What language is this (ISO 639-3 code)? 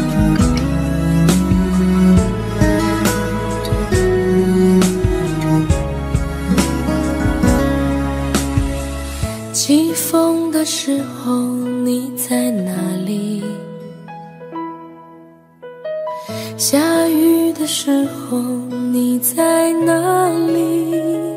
zho